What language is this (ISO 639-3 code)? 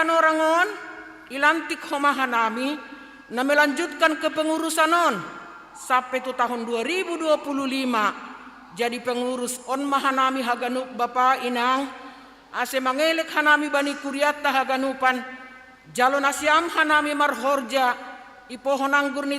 bts